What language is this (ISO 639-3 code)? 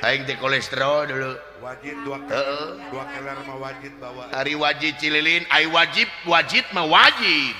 sun